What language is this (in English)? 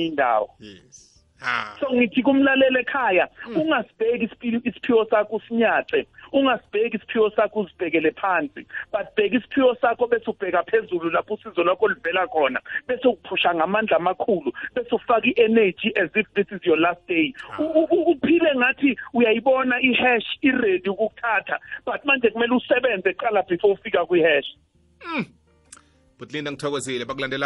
South Ndebele